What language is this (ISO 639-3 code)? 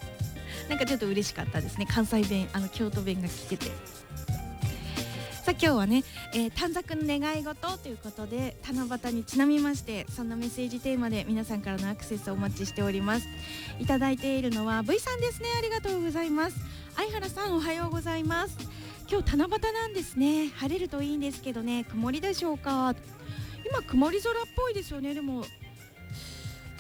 jpn